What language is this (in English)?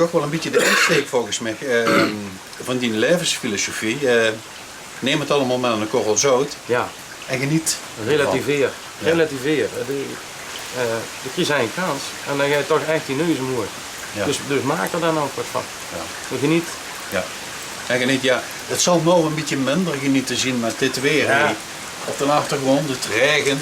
Limburgish